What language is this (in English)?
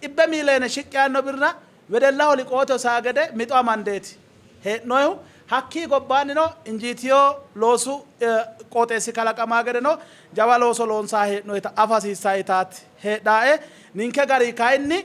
Sidamo